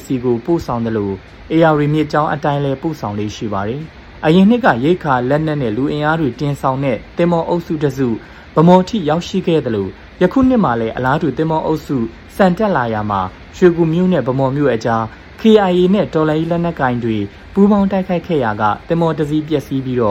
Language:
Burmese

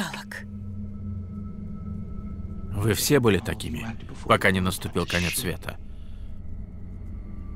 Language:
Russian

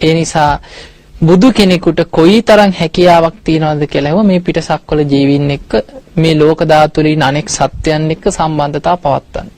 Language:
Sinhala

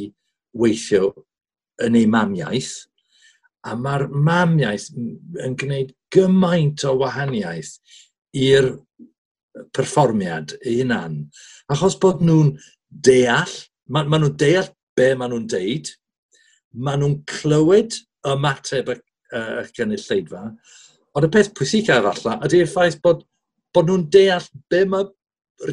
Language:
Welsh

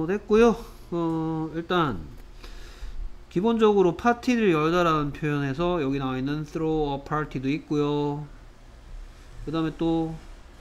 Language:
Korean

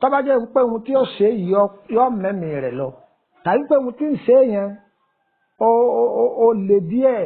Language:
Yoruba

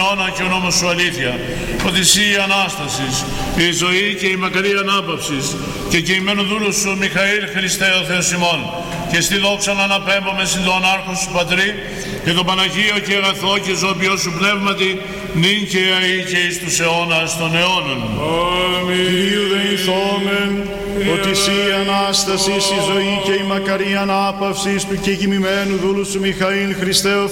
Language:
Greek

